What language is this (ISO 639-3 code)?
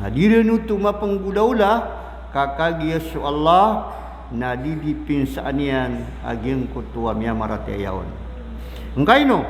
mrw